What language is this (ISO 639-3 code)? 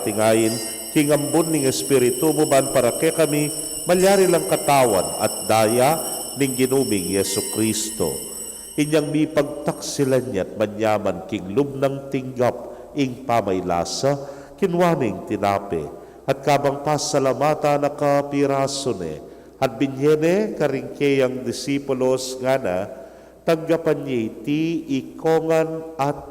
pam